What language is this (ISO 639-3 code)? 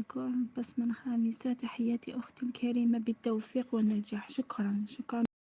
arq